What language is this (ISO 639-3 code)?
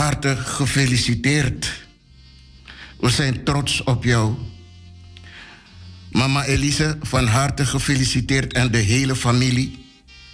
nld